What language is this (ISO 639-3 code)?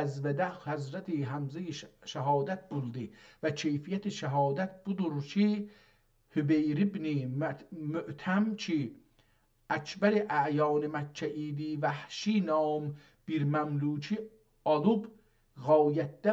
azb